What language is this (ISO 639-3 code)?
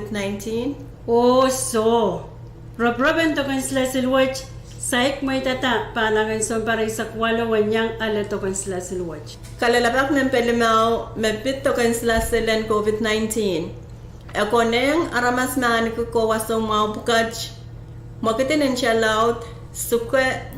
pon